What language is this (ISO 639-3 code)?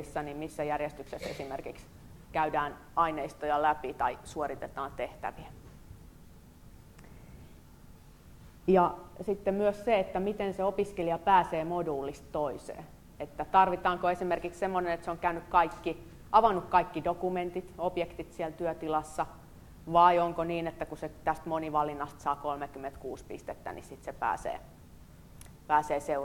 fin